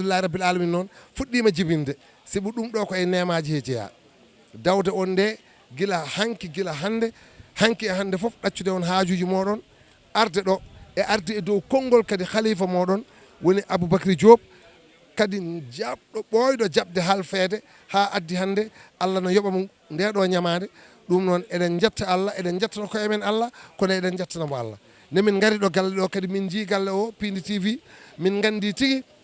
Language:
Fula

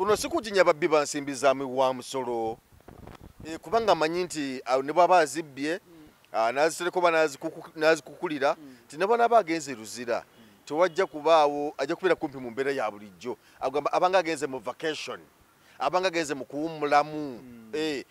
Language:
Ganda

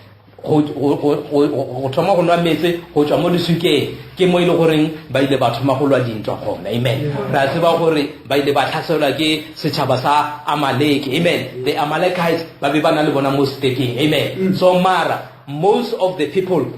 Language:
Northern Sotho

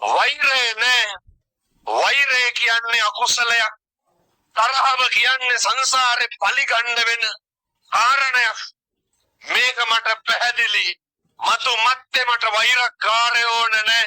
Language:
Sinhala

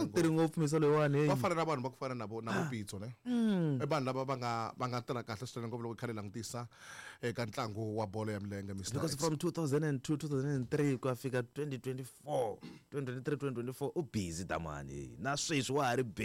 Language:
Tsonga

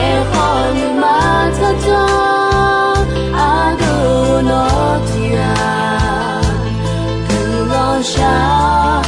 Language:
Akha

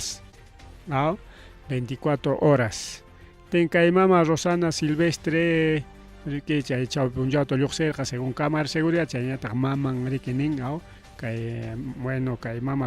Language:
Ayacucho Quechua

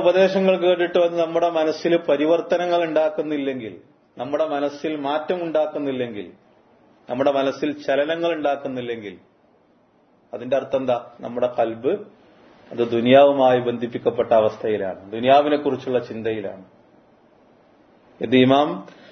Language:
Malayalam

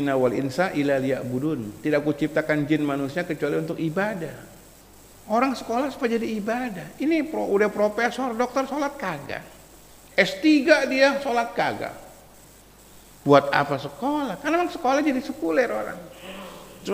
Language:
Indonesian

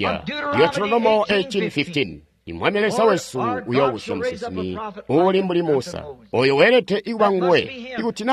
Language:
Tonga (Zambia)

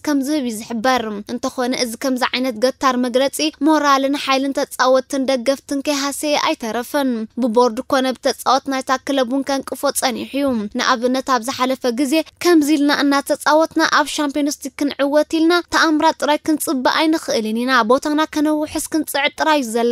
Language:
Tigrinya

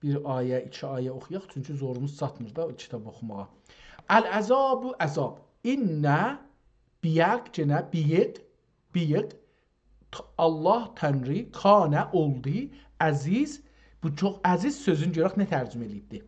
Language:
South Azerbaijani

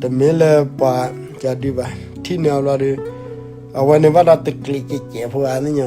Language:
S'gaw Karen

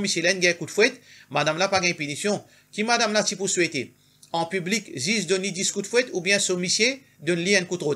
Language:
Morisyen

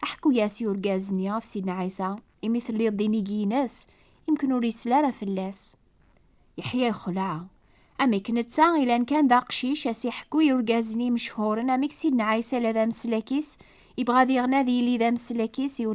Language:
Kabyle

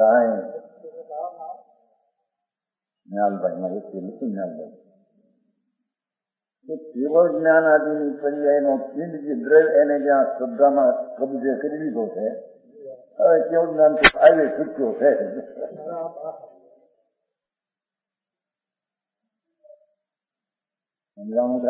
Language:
Gujarati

